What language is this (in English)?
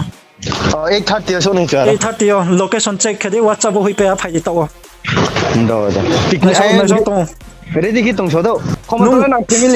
Riang (India)